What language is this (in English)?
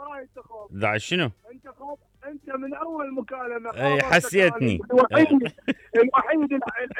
Mesopotamian Arabic